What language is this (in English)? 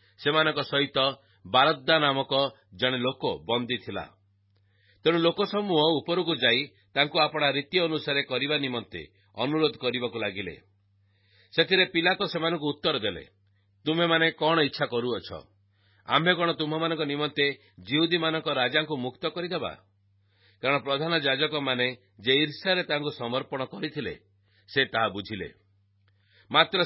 Odia